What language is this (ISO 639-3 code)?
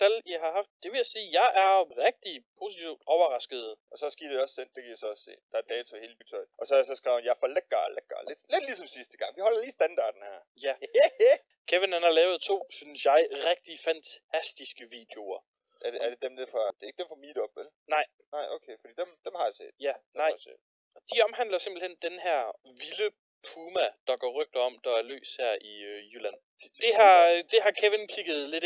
dan